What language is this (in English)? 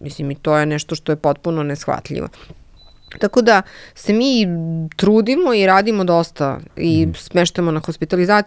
Serbian